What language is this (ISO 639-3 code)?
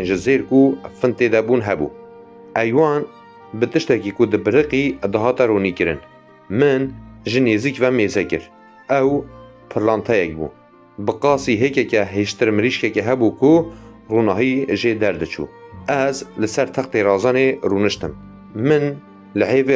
kur